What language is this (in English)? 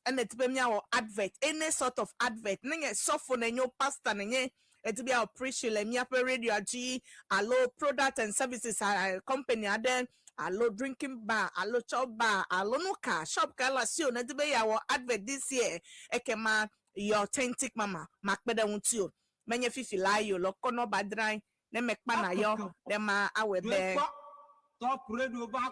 Ewe